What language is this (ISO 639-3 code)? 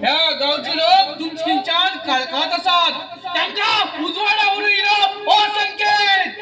kok